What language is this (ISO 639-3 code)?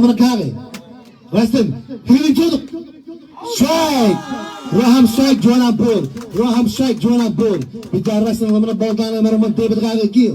mah